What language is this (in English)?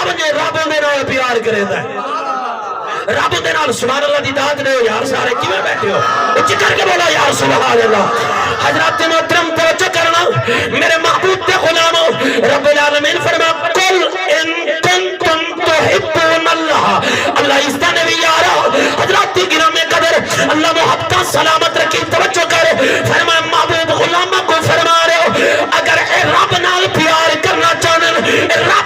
Saraiki